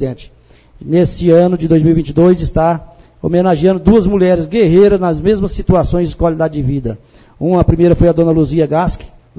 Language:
Portuguese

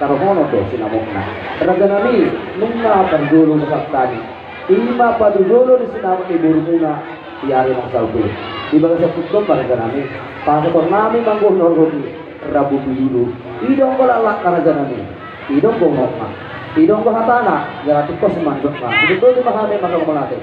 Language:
Batak Toba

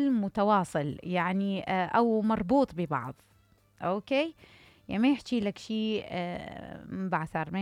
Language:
Mesopotamian Arabic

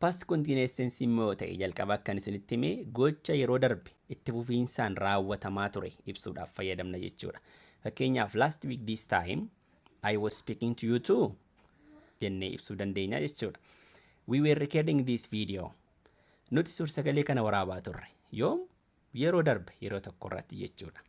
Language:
Oromo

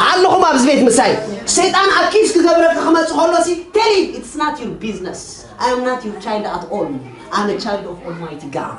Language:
Tigrinya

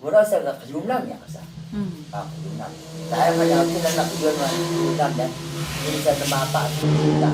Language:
Atayal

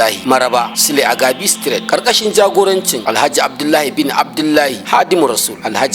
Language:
Hausa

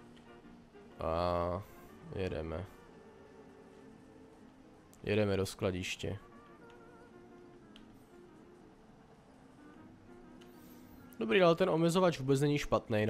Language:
Czech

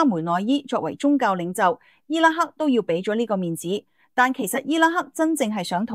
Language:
Cantonese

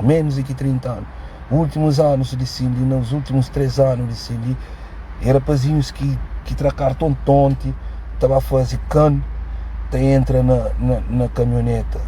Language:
Kabuverdianu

